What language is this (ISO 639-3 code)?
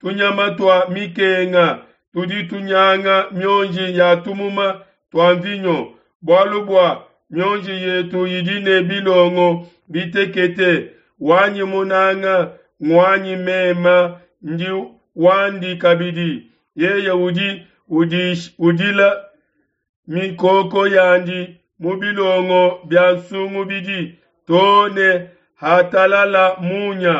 lua